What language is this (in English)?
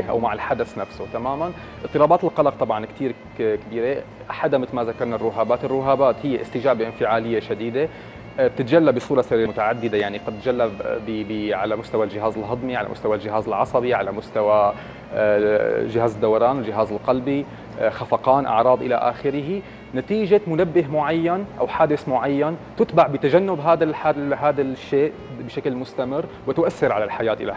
North Levantine Arabic